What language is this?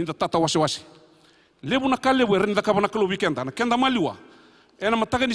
Fijian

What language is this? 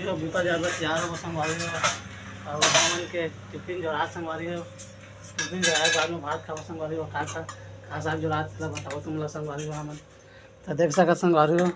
Chhattisgarhi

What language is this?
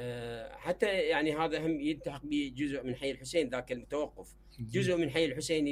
Mesopotamian Arabic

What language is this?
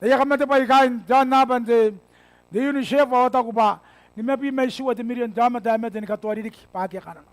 Gilbertese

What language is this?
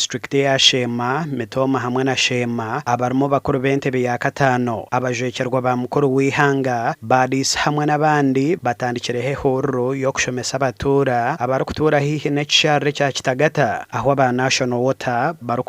Nyankole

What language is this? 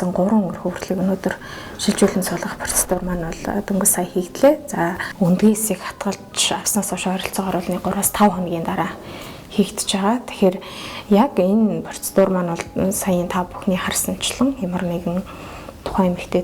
Mongolian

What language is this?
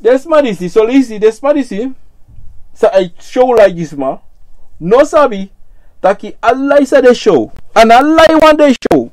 Sranan Tongo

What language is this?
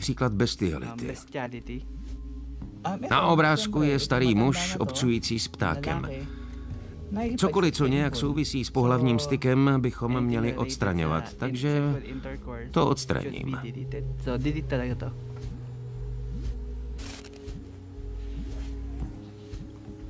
Czech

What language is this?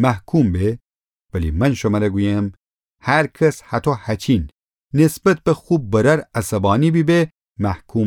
Gilaki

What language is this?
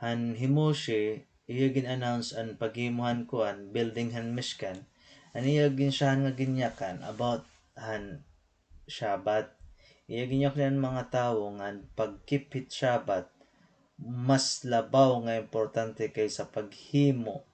Waray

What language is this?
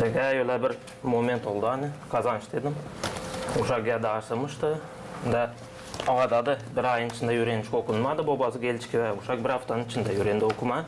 Gagauz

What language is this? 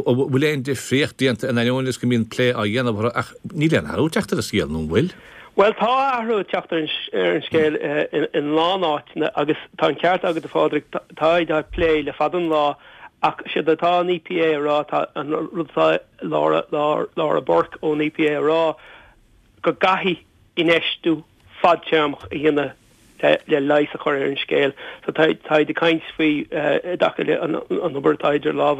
Irish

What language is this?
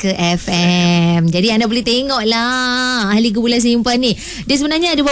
Malay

